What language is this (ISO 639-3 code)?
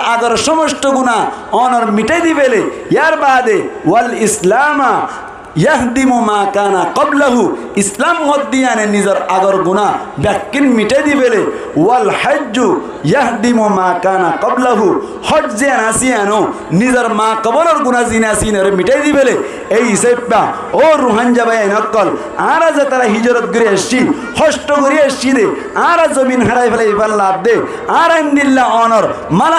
rhg